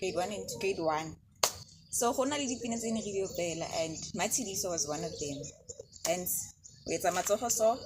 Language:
Tswana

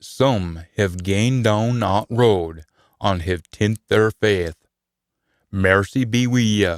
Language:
Scots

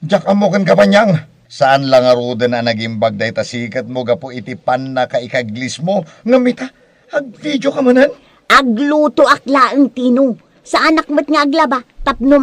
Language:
Iloko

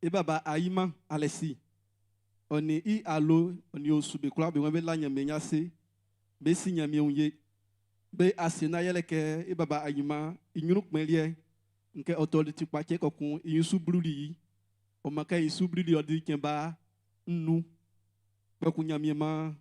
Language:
Baoulé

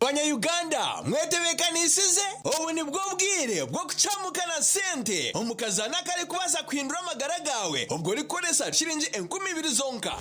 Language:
Nyankole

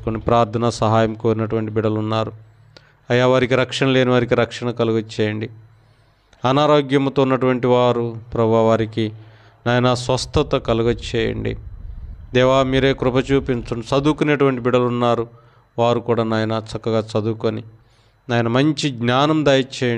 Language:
Telugu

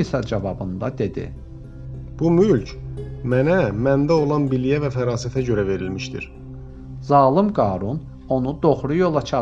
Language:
Azerbaijani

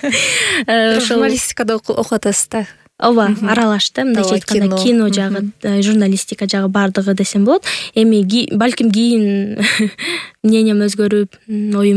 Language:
Kyrgyz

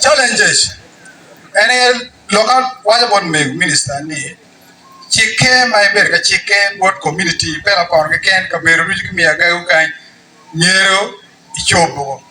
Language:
Acoli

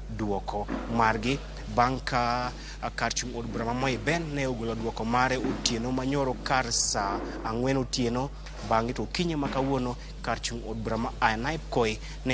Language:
Luo (Kenya and Tanzania)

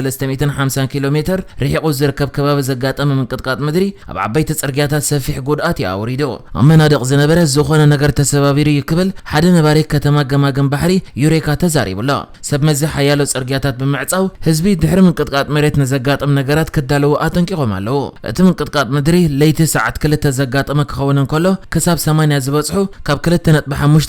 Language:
Tigrinya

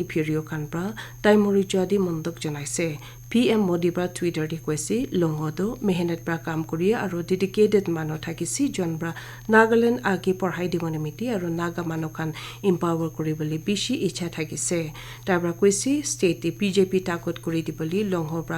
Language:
Naga Pidgin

